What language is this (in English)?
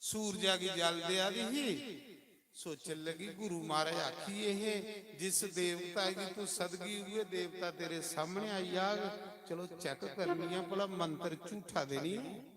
Dogri